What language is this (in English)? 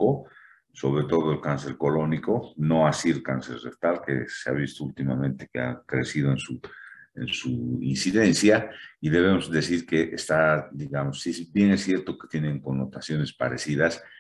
Spanish